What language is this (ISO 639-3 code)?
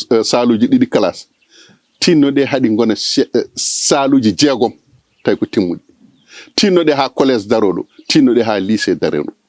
ful